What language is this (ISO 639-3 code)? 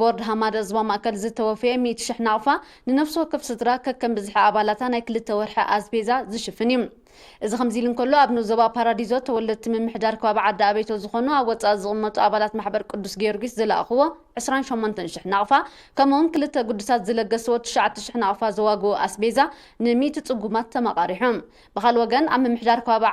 tir